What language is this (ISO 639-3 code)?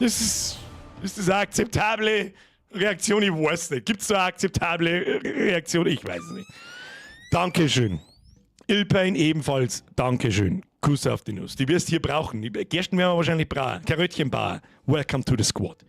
bar